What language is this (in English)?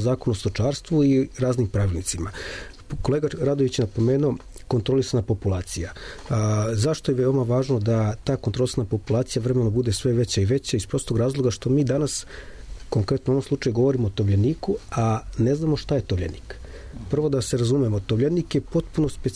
Serbian